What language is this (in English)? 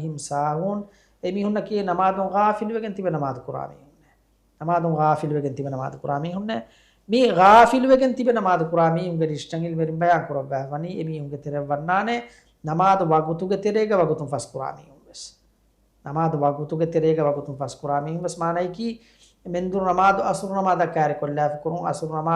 Divehi